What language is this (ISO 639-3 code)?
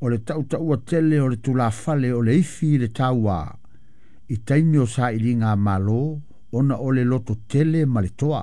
smo